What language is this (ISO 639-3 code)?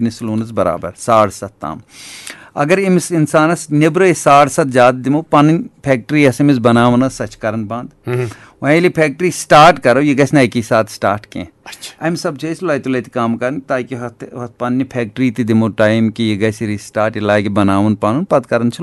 kas